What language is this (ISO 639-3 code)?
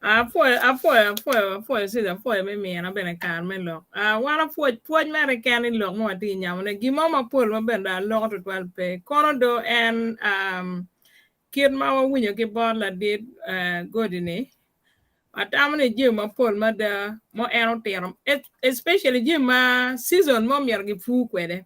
ach